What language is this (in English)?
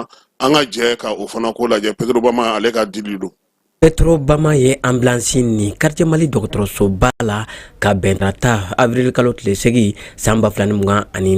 Bambara